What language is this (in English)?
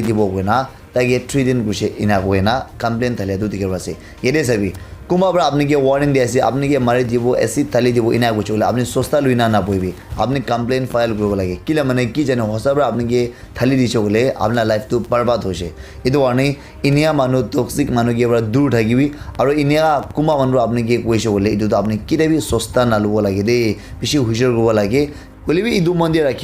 Naga Pidgin